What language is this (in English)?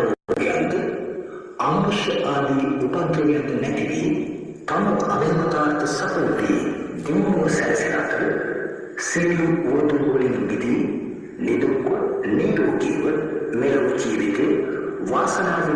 Sinhala